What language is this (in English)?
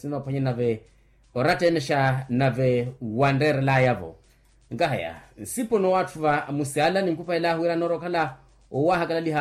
Makhuwa